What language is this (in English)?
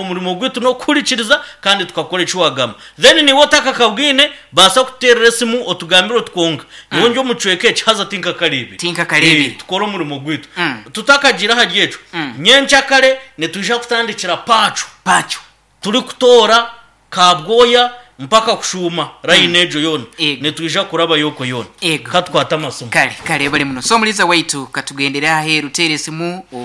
Nyankole